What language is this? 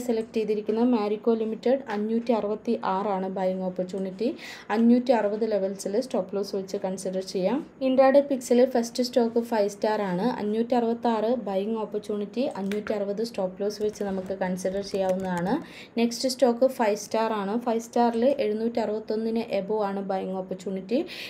Malayalam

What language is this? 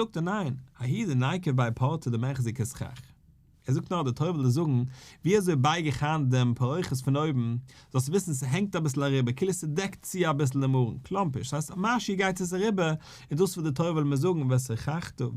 Yiddish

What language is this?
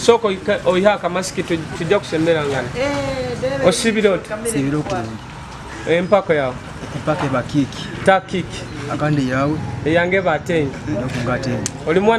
Nyoro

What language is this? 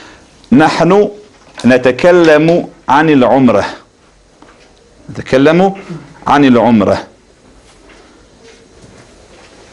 Bosnian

